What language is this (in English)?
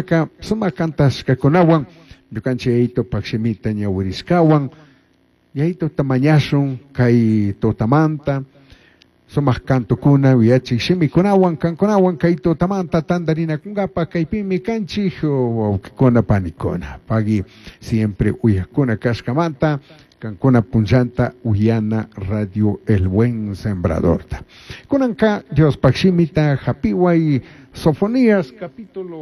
Chimborazo Highland Quichua